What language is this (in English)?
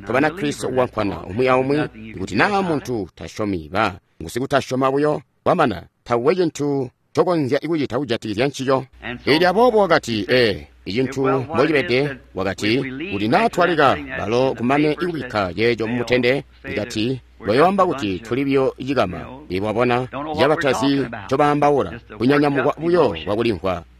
Tonga (Zambia)